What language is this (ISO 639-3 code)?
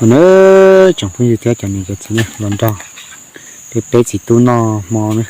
hmn